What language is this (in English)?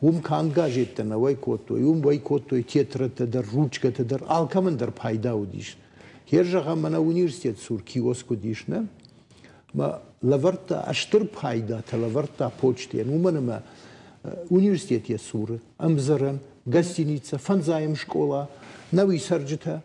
Ossetic